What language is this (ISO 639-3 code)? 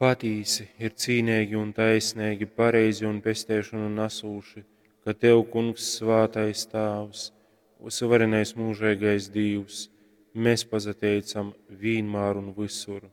ltg